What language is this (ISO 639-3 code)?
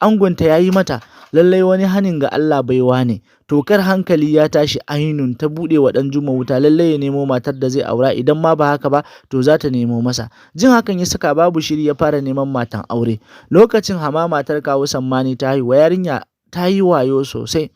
hau